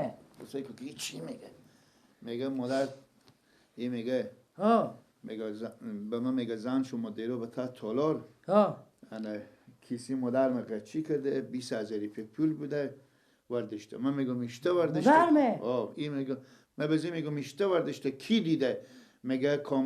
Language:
Persian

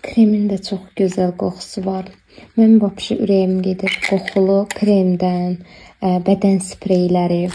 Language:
Azerbaijani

